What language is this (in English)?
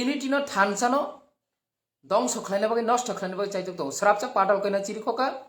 Kok Borok